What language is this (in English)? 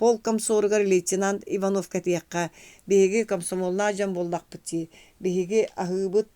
Yakut